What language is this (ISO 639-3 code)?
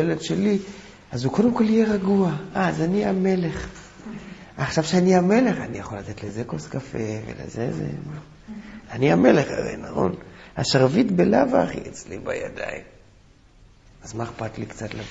heb